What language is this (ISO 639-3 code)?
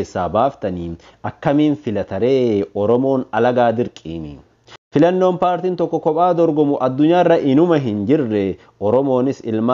orm